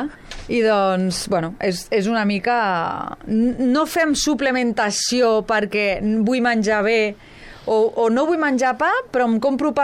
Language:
Catalan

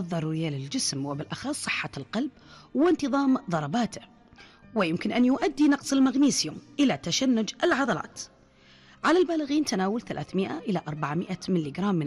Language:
Arabic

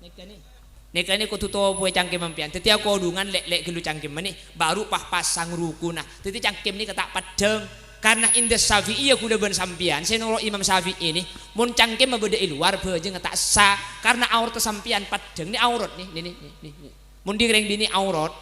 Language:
Madurese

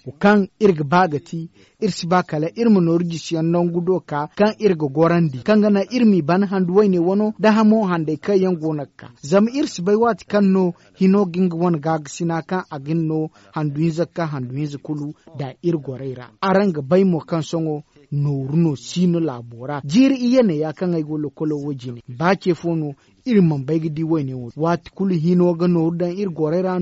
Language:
Zarma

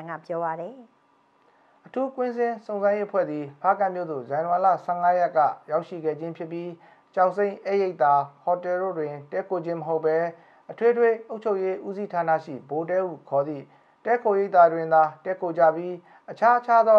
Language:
Burmese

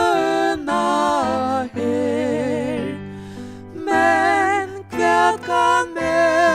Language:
Faroese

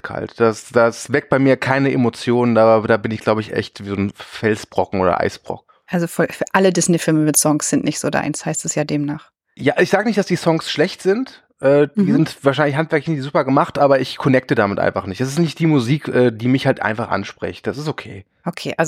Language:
German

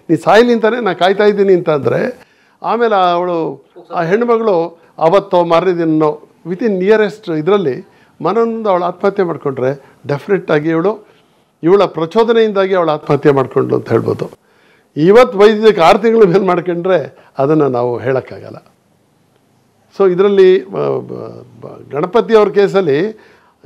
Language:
Kannada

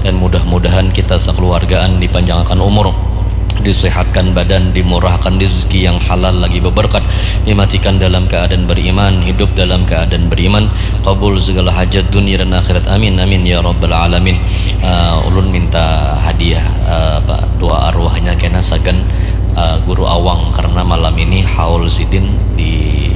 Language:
Banjar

